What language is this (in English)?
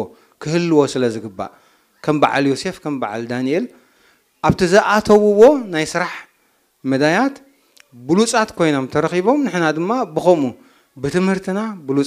Tigrinya